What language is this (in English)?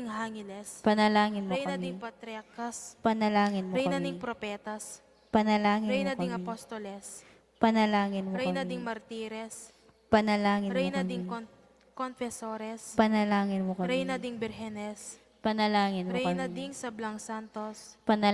Pampanga